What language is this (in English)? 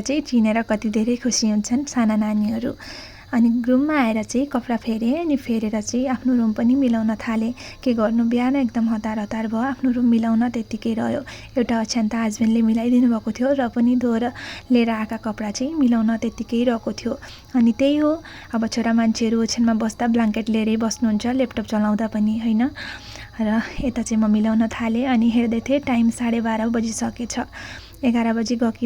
Nepali